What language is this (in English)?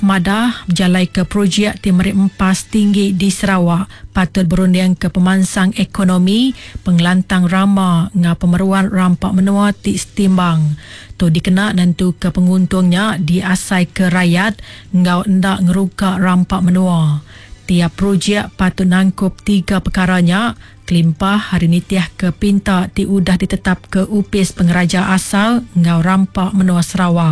Iban